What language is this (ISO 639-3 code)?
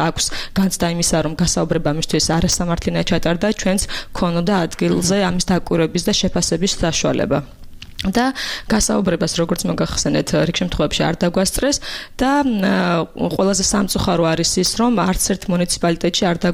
kat